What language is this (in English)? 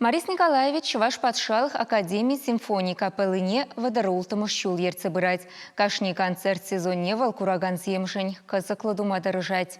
Chuvash